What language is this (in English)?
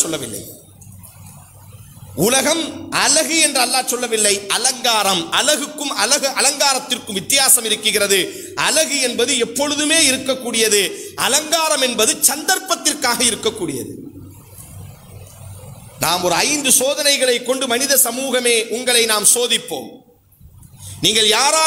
Tamil